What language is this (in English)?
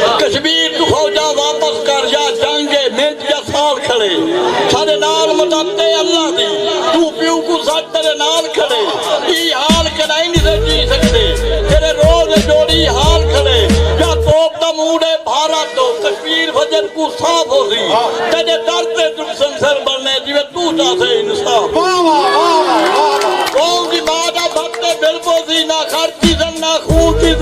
Saraiki